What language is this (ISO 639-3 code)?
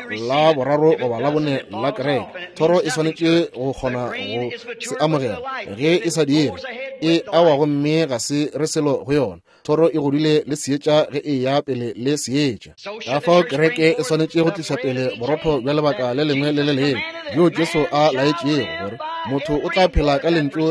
nso